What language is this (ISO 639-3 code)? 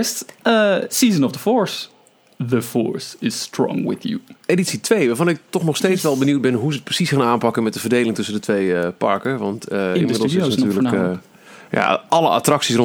nld